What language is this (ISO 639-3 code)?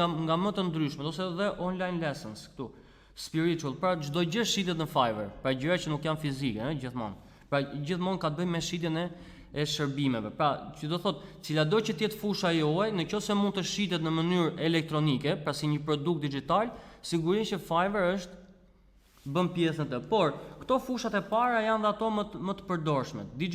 sqi